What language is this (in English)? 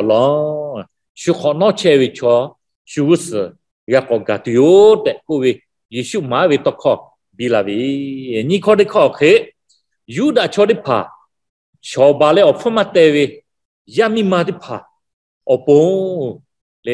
Lahu